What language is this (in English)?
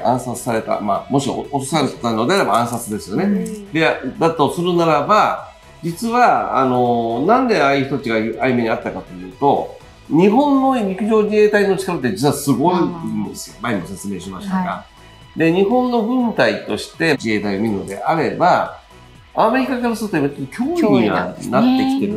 Japanese